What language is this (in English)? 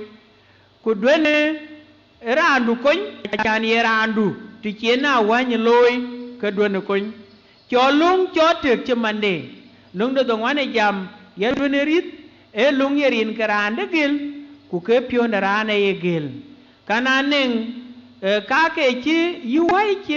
Dinka